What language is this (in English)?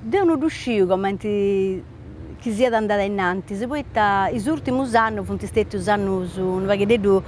Sardinian